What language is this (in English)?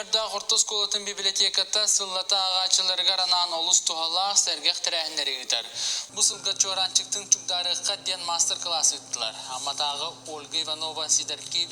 Yakut